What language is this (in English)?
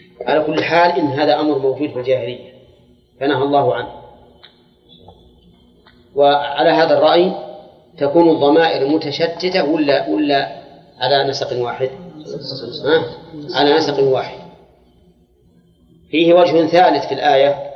Arabic